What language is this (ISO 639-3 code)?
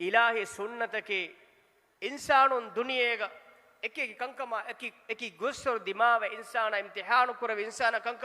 div